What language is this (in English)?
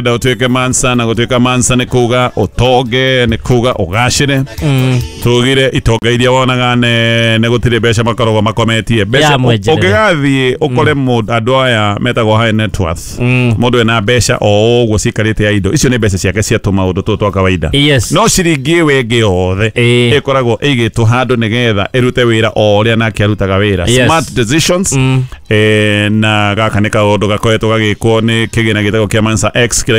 Kikuyu